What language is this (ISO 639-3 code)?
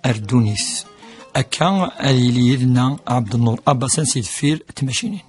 kab